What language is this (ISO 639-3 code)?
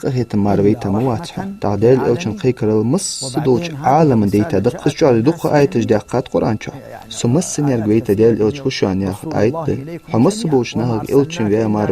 inh